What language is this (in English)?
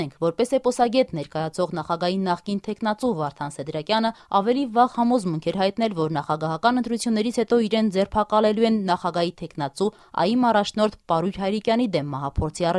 Armenian